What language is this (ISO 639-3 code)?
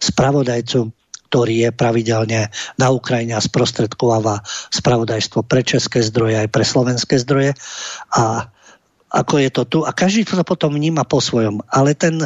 slk